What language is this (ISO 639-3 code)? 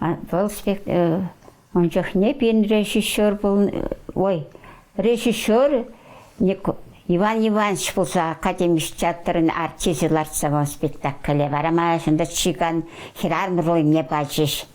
chv